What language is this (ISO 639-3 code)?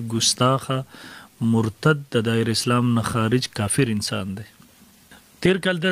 pus